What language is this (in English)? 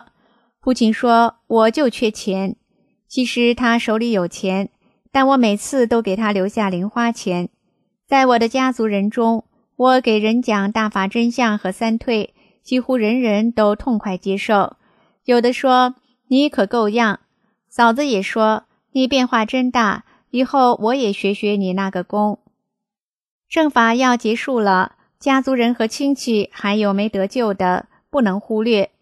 Chinese